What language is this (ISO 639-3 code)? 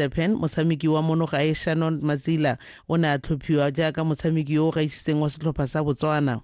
tsn